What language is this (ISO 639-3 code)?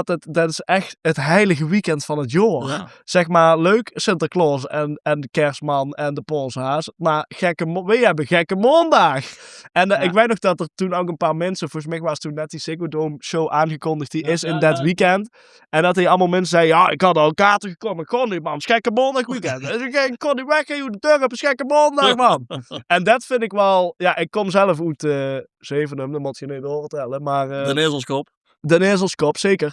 lim